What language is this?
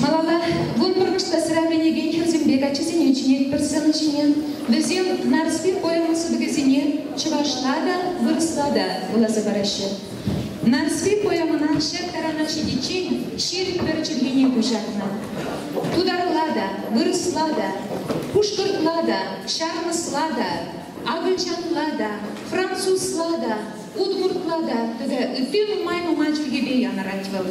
Chuvash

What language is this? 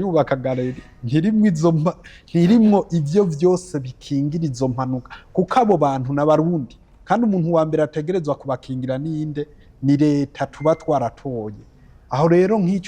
Rundi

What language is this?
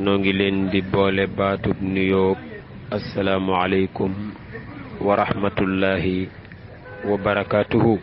Wolof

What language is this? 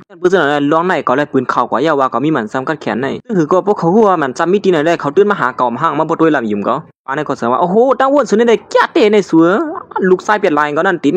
Shan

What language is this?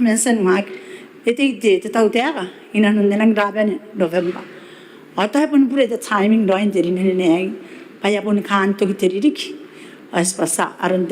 Gilbertese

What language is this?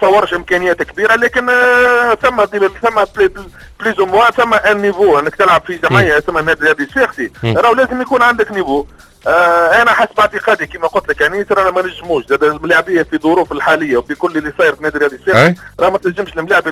Tunisian Arabic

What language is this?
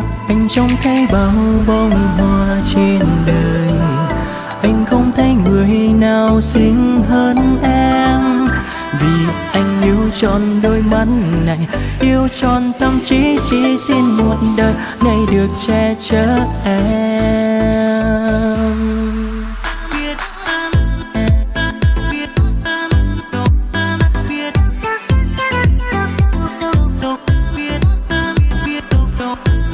Vietnamese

